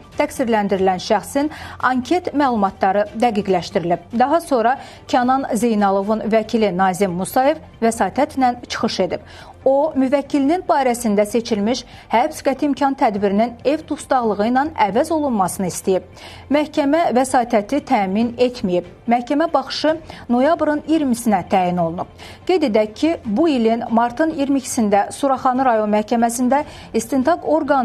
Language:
Azerbaijani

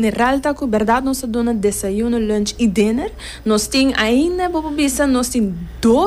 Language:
Portuguese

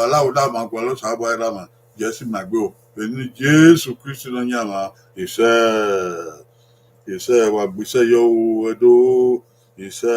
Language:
Bini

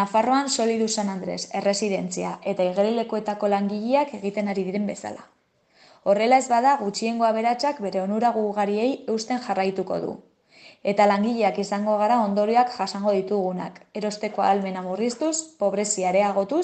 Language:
Basque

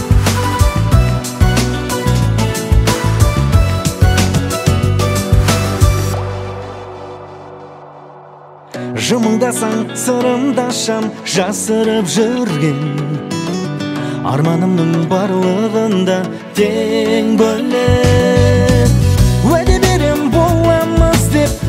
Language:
Kazakh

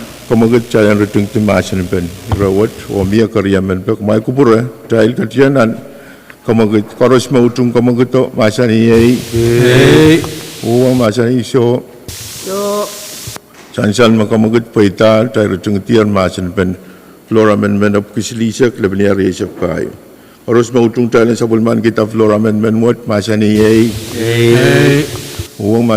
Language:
Pohnpeian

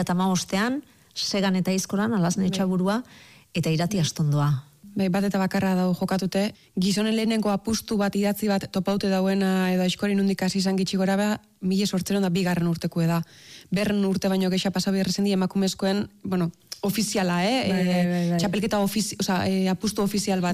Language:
Basque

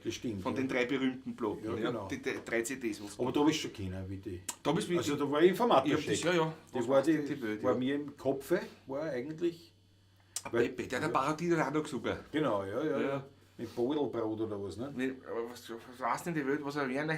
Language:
Bavarian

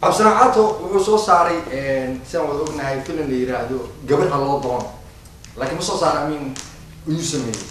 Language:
Somali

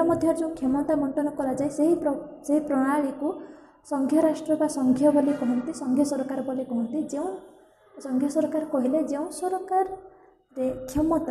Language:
Odia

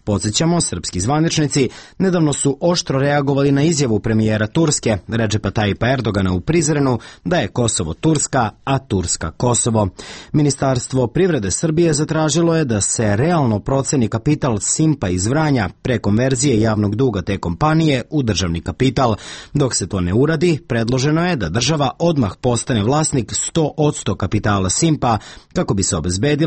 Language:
Serbian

